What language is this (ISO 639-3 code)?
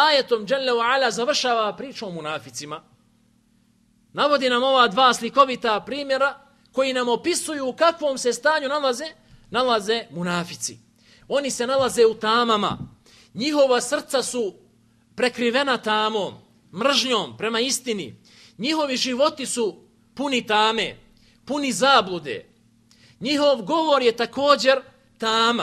bos